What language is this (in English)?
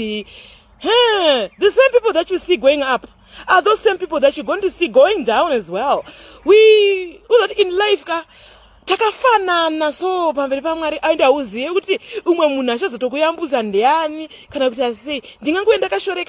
Shona